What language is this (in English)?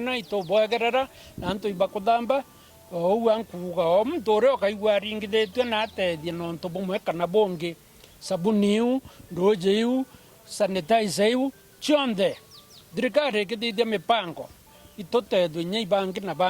Meru